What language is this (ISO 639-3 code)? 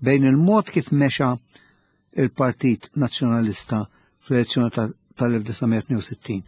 mlt